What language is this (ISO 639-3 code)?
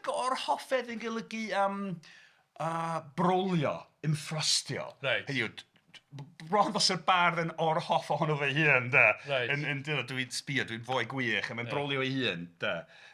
cym